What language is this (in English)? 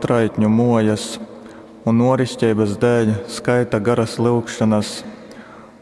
Latgalian